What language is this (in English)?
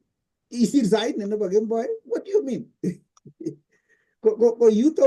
Kalenjin